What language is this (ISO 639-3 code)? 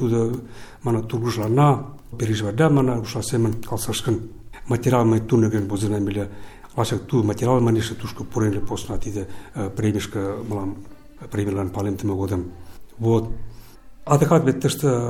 chm